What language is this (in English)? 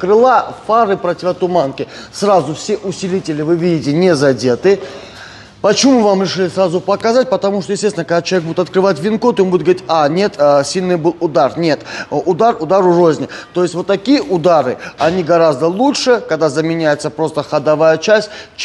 Russian